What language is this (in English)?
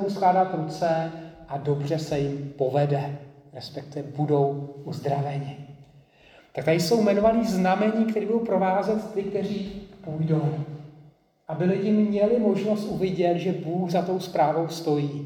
Czech